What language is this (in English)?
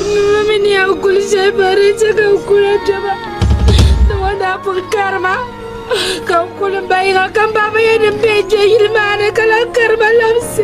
Dagbani